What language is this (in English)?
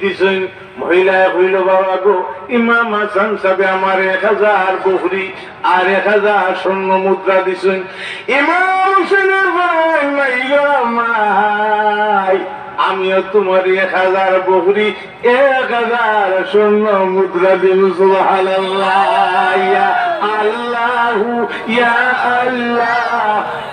Sylheti